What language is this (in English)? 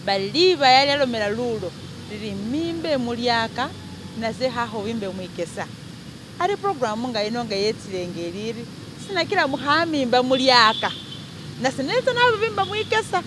Masaaba